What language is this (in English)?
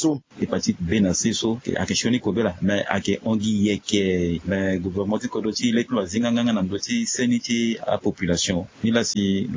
Sango